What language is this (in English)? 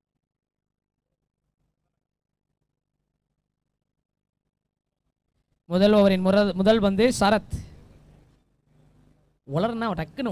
Tamil